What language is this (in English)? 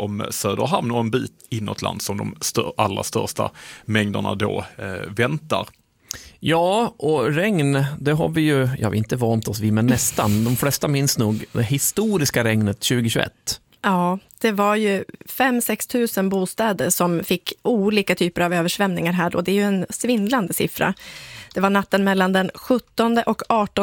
Swedish